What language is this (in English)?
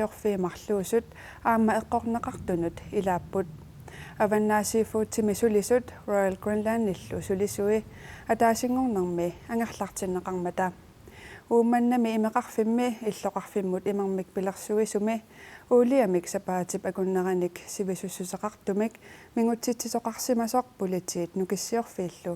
Kalaallisut